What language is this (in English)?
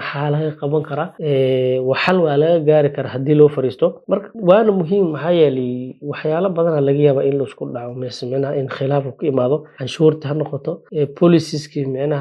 Somali